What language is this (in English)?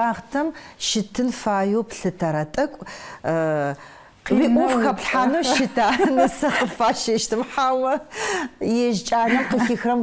Adyghe